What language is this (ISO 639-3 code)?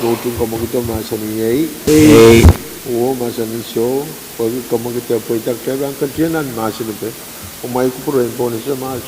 pon